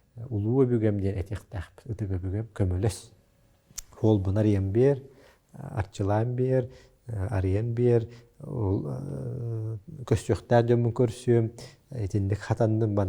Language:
Yakut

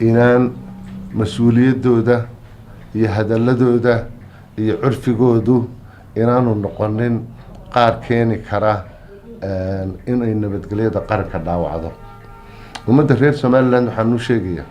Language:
Somali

